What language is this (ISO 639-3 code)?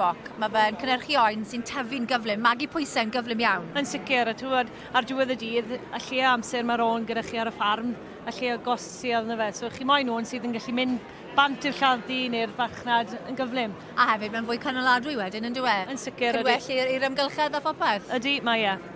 cym